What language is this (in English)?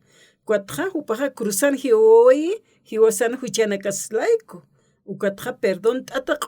Aymara